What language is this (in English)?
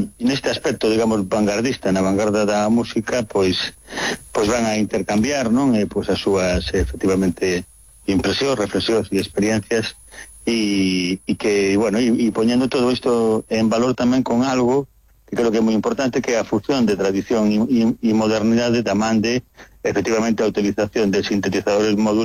Galician